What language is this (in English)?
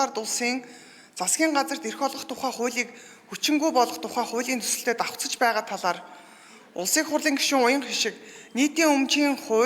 Mongolian